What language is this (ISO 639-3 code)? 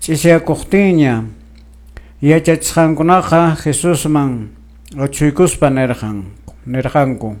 que